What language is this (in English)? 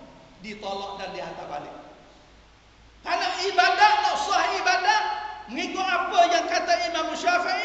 Malay